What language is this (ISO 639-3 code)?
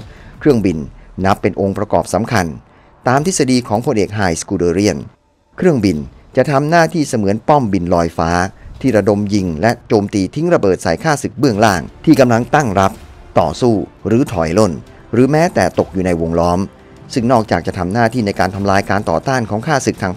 tha